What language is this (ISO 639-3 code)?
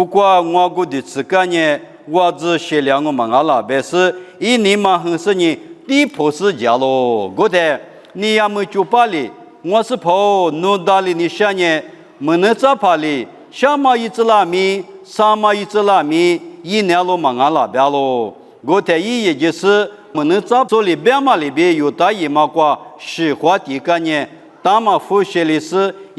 lis